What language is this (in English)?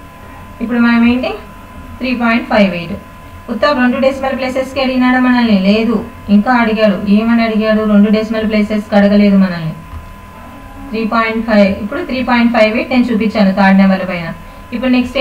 Telugu